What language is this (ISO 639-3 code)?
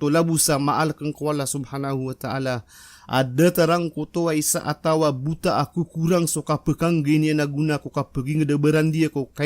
mrw